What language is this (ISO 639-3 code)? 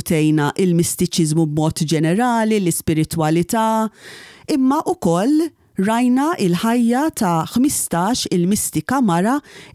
mlt